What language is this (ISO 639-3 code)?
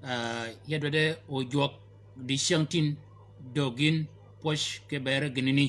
shk